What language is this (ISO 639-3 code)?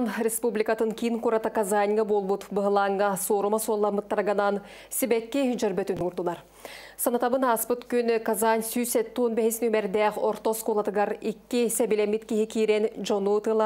sah